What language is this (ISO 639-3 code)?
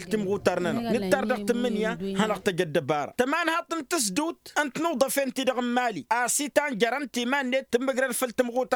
taq